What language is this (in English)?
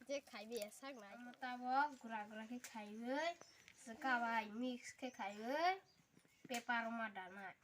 Kok Borok